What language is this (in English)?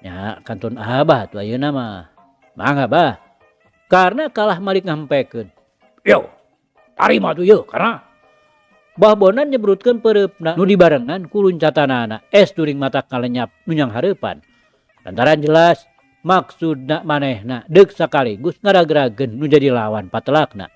Sundanese